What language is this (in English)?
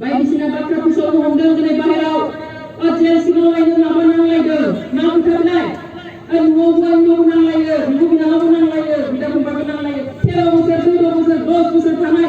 Bodo